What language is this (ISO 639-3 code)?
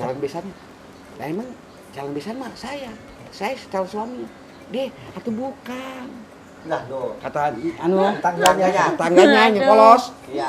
bew